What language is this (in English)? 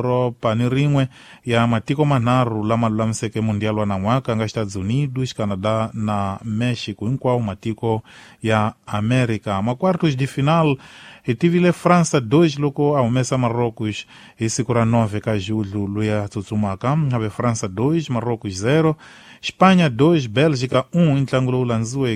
Tsonga